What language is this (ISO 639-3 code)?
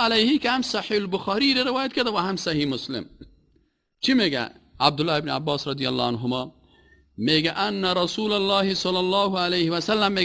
fas